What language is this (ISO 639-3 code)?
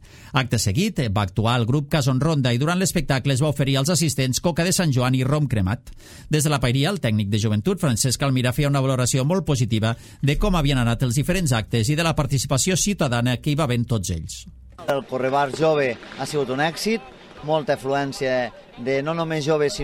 cat